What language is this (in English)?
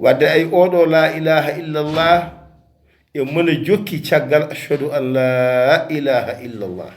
Fula